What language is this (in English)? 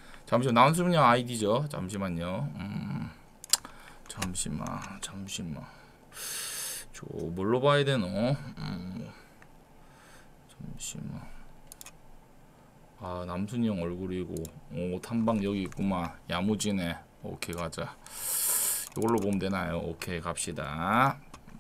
Korean